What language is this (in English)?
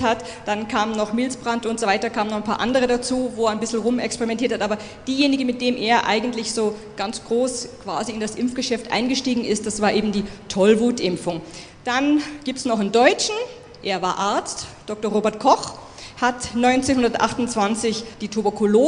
German